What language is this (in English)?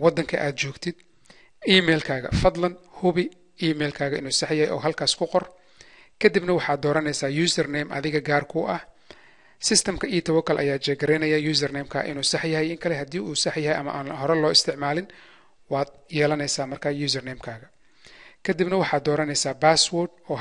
Somali